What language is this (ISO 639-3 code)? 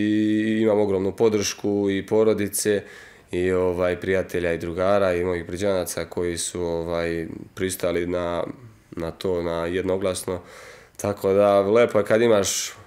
srp